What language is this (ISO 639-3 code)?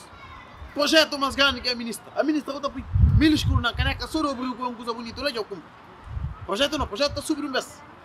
kea